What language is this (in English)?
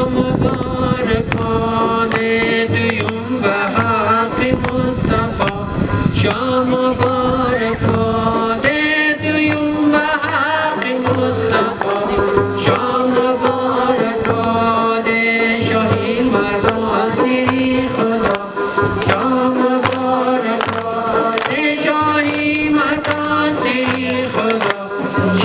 Persian